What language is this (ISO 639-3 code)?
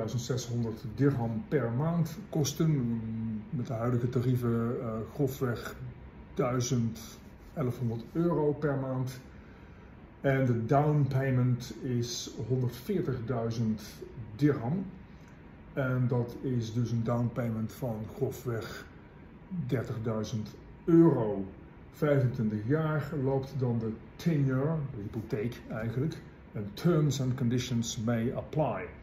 nld